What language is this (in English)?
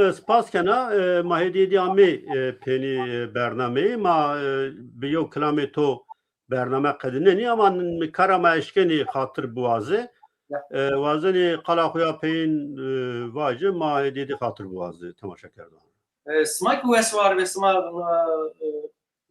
Zaza